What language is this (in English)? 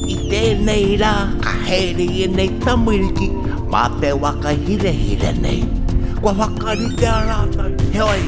Māori